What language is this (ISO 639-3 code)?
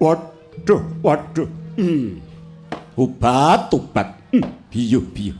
jav